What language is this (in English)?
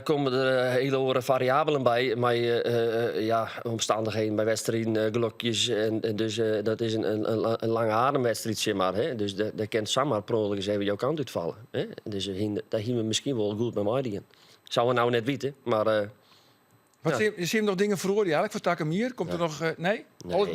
Western Frisian